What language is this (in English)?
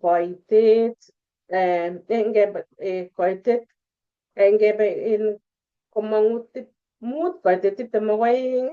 Kalenjin